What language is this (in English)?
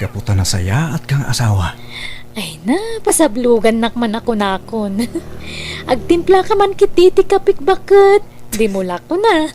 Iloko